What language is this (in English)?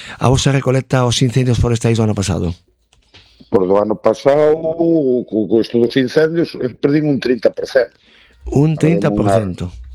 Galician